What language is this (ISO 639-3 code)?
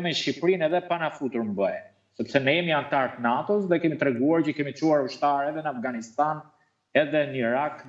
sqi